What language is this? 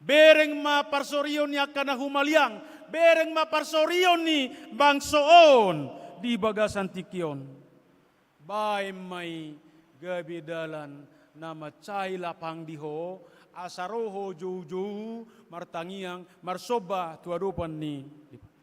Batak Toba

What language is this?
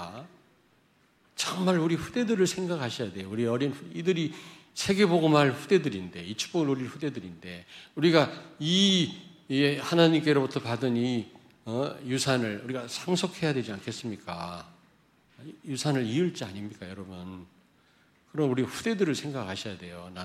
Korean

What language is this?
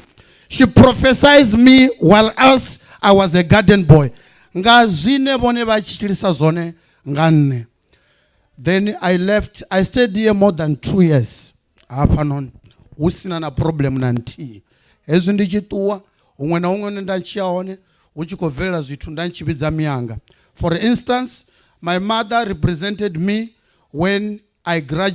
Venda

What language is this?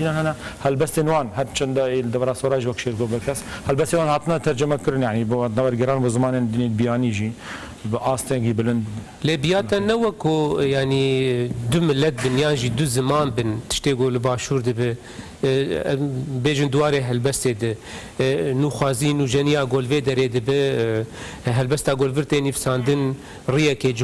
Kurdish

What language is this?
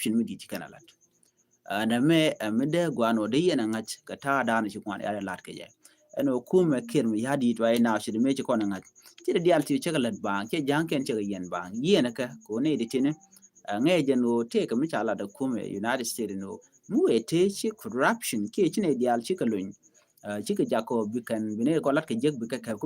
Nuer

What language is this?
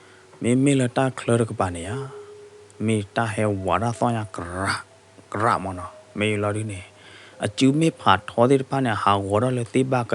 S'gaw Karen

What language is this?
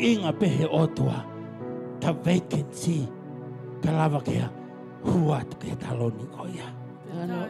Tongan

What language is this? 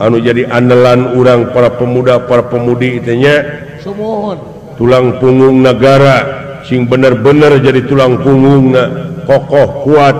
Sundanese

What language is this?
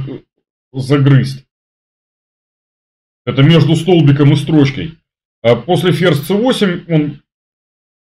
Russian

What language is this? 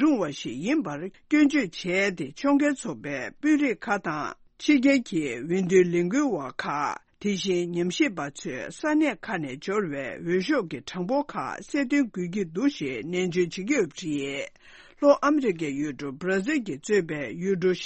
Tibetan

